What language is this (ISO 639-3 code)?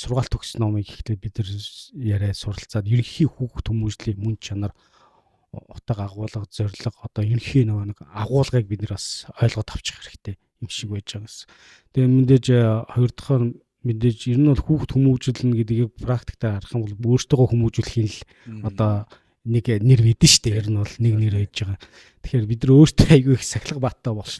mon